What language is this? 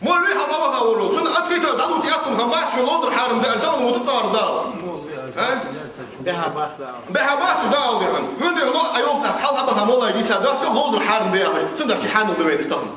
Ingush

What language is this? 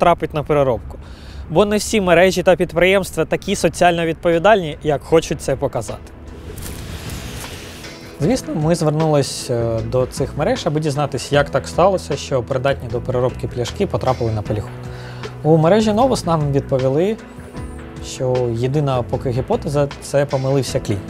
Ukrainian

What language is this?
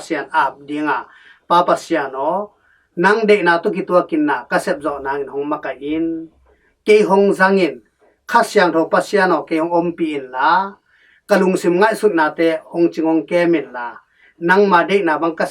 Tedim Chin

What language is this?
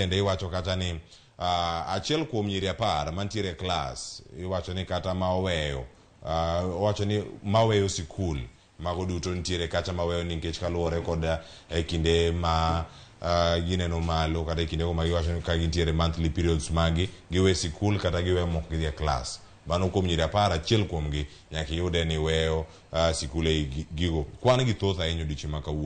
Luo (Kenya and Tanzania)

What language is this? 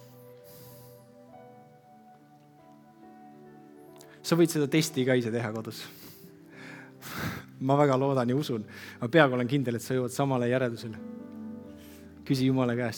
Estonian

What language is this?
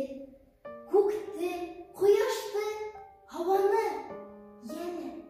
Bashkir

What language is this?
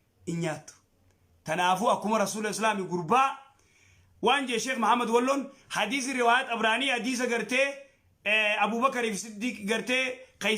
Oromo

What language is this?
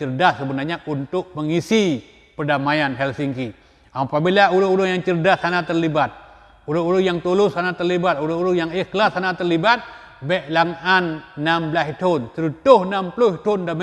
Achinese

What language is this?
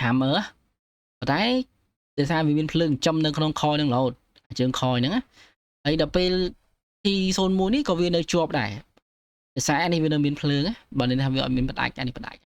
Khmer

